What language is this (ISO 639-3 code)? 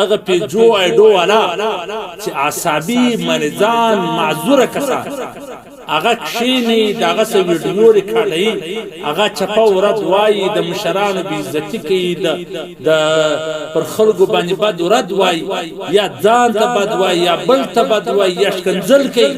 pus